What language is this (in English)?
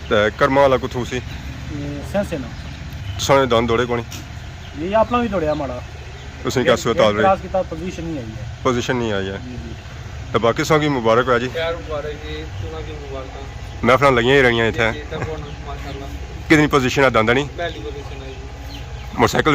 Pahari-Potwari